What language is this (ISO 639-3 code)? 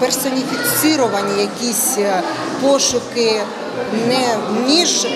ukr